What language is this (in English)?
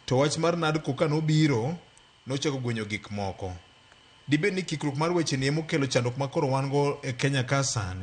Luo (Kenya and Tanzania)